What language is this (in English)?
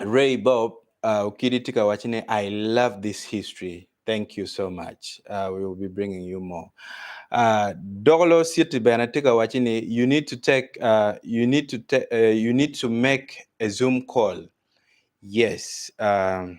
Acoli